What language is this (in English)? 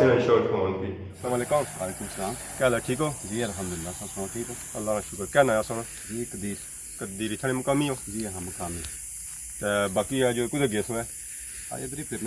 Pahari-Potwari